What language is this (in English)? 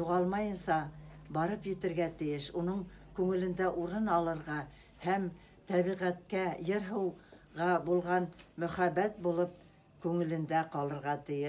Bashkir